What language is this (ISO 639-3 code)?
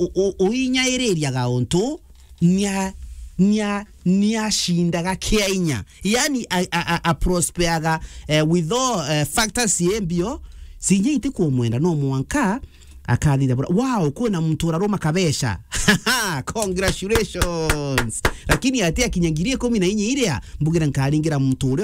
mer